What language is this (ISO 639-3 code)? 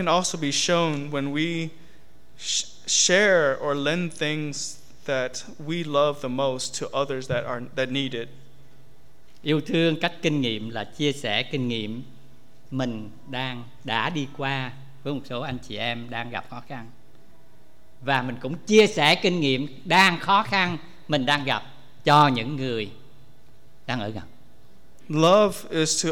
vie